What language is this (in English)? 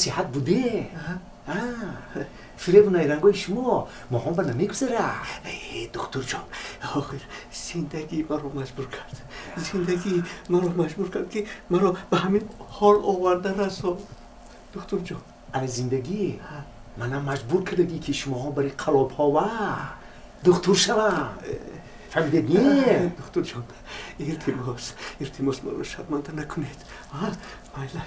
Tajik